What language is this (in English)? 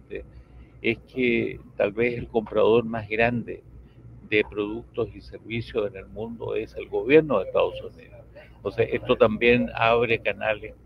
Spanish